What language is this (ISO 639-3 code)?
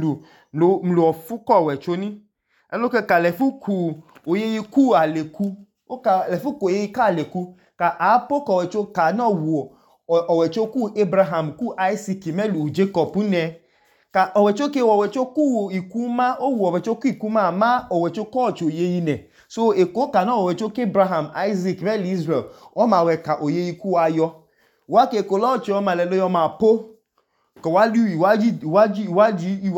idu